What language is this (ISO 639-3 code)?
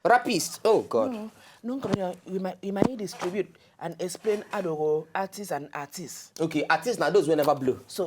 pcm